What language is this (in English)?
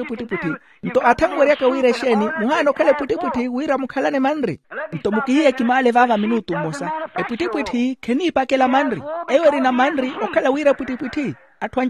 Makhuwa